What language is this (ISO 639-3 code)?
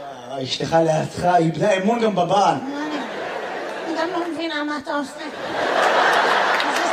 heb